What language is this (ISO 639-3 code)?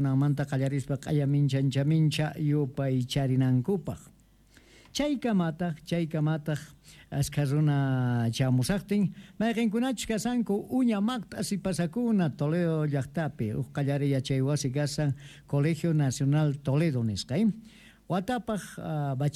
quh